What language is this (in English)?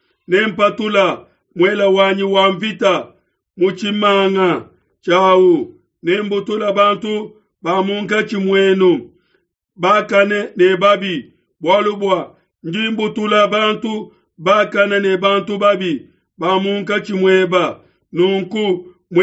Luba-Lulua